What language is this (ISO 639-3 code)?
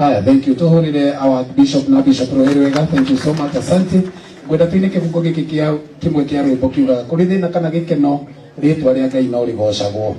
kik